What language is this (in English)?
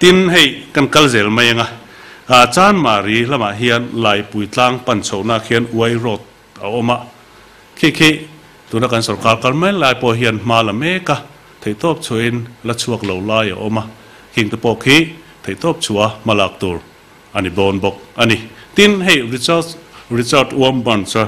Mizo